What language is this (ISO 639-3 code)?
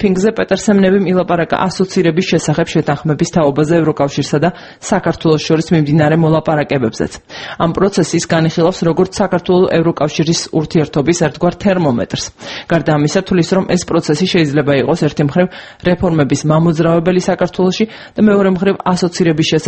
kat